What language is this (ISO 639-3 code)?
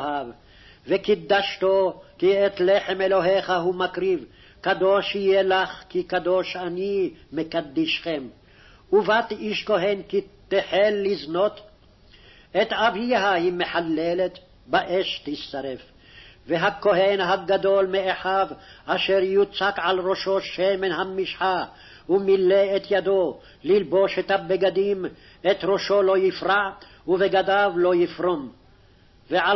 heb